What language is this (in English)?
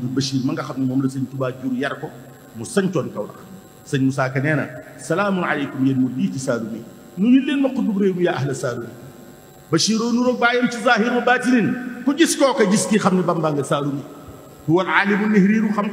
Wolof